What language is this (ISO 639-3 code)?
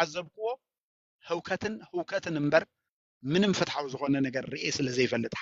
tir